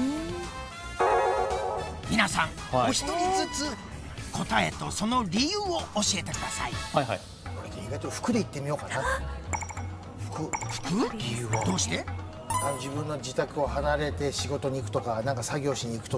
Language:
Japanese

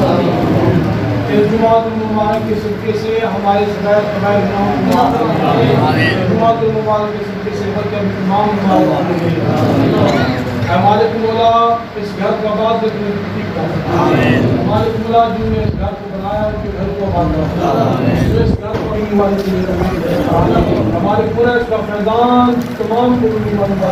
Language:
Urdu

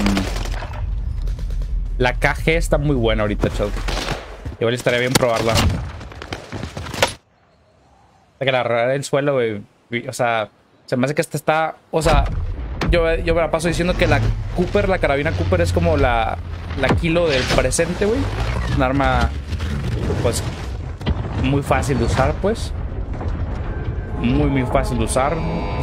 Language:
Spanish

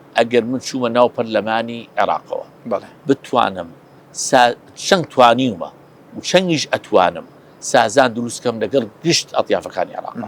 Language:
Central Kurdish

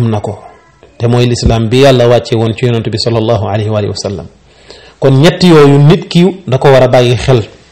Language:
Wolof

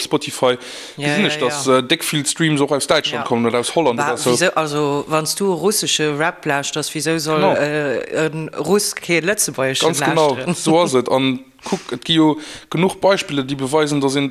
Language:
Luxembourgish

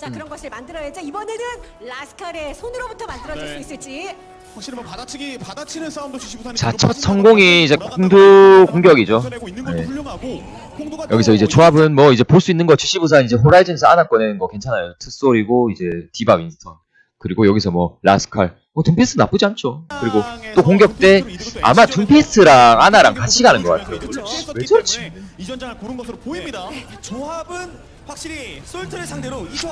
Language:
Korean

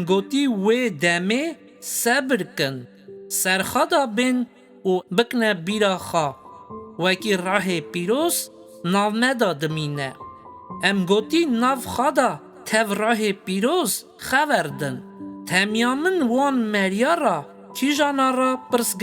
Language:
Kurdish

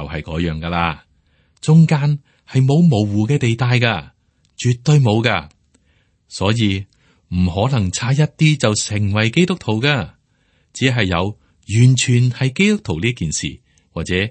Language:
Cantonese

